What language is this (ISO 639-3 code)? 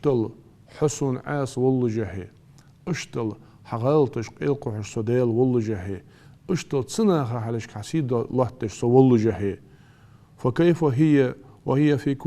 inh